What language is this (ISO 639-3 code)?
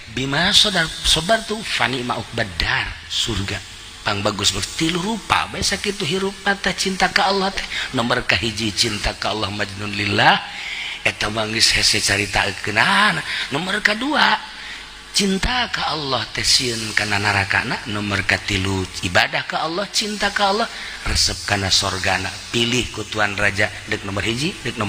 sun